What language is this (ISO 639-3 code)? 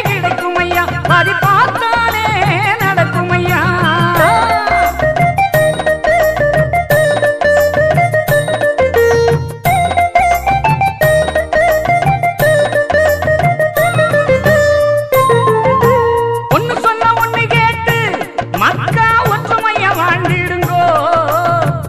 tam